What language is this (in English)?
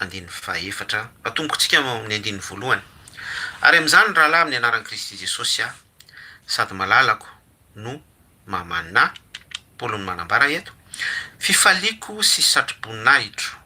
Malagasy